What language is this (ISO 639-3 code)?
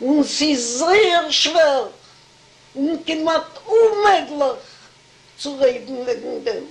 yid